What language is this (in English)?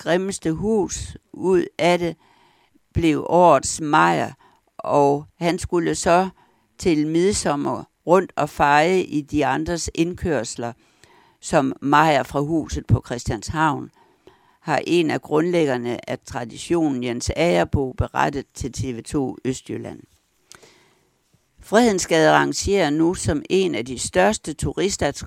Danish